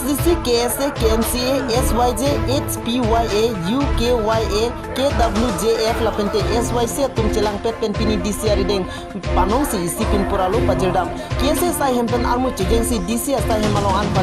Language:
Karbi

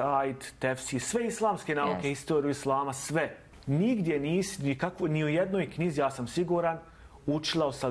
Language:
Bosnian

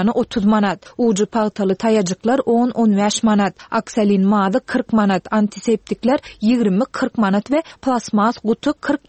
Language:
Turkmen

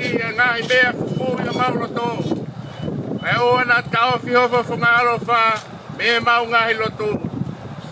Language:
Tongan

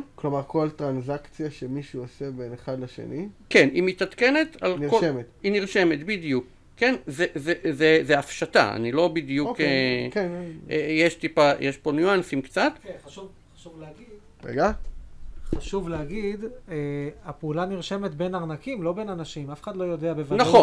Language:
Hebrew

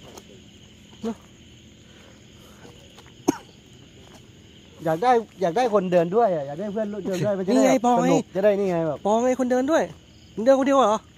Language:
Thai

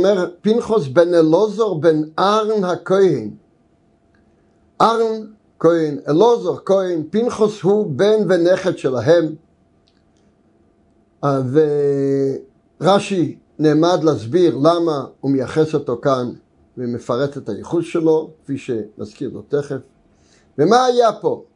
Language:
Hebrew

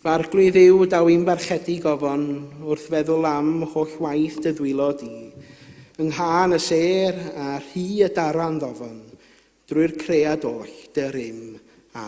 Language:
Welsh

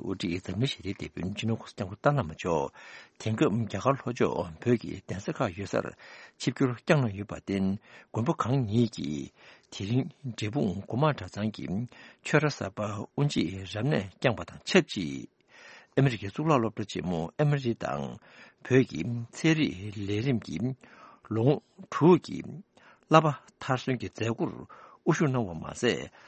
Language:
Tibetan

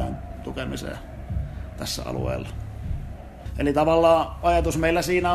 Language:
Finnish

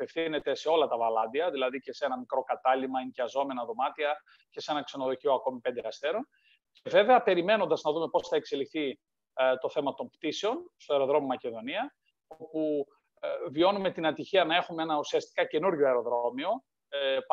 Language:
Greek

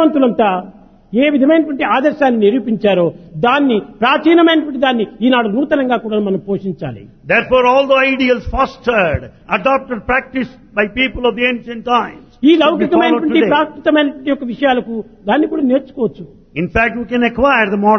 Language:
Telugu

